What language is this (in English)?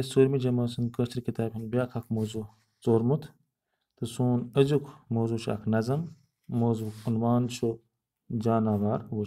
Kashmiri